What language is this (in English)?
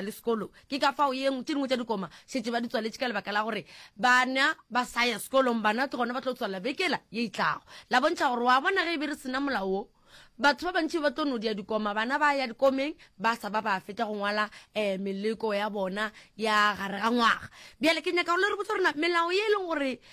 Northern Sotho